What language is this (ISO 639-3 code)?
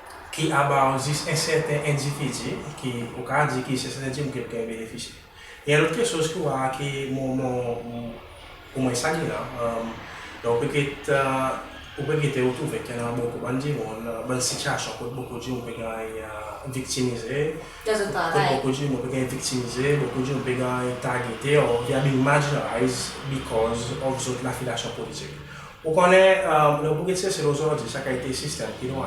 crs